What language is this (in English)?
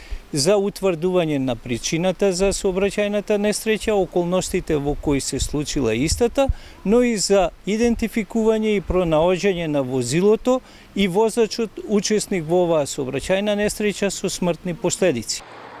Macedonian